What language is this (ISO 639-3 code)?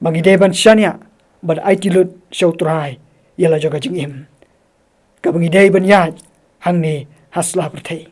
kha